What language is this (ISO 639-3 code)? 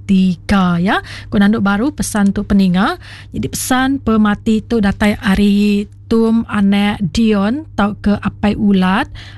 iba